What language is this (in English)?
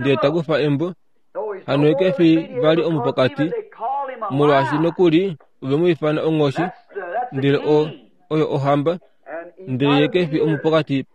Kuanyama